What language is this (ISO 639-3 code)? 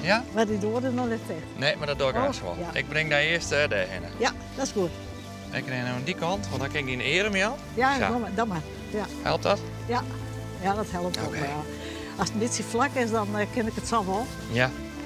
fry